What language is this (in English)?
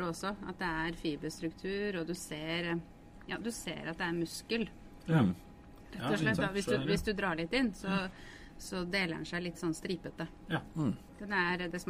Norwegian